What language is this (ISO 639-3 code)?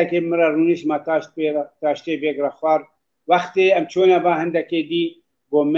kur